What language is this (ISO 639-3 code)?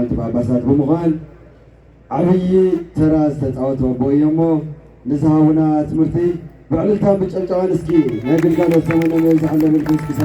tir